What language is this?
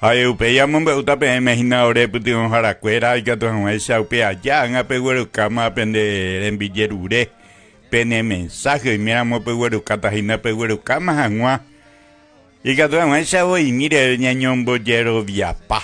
Guarani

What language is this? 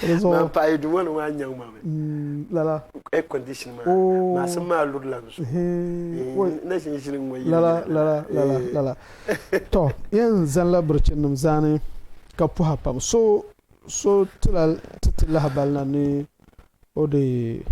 Dagbani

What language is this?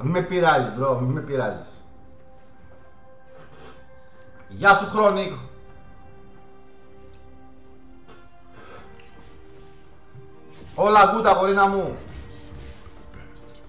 Greek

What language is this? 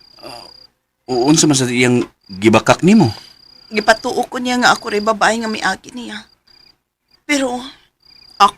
Cebuano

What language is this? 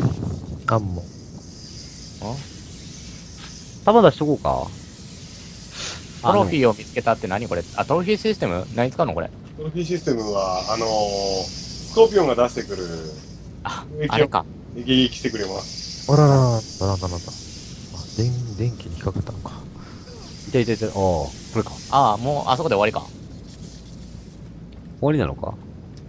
Japanese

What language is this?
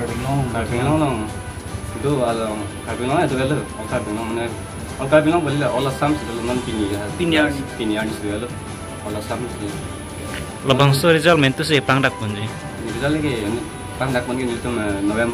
Karbi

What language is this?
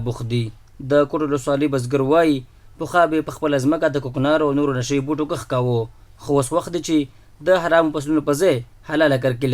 Pashto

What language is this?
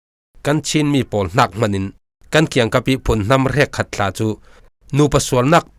Falam Chin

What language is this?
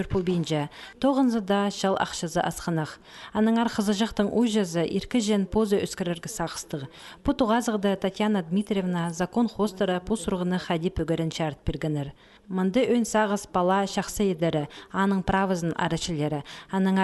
Khakas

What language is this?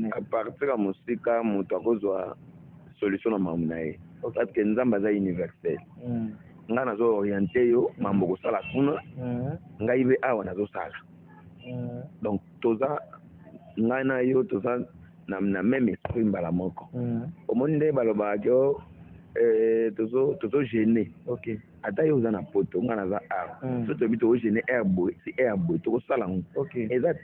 Lingala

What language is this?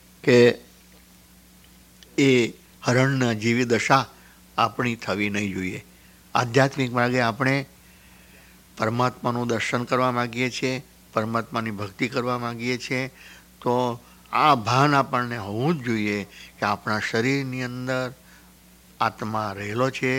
Gujarati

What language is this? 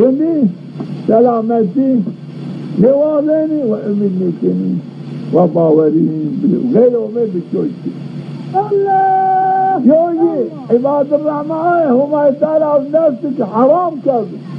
Zaza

